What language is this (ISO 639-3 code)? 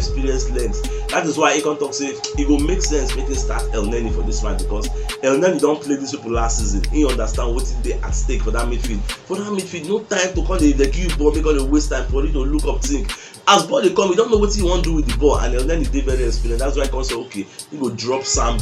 pcm